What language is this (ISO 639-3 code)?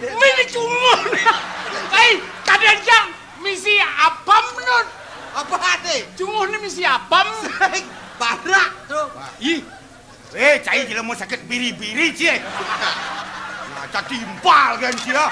ban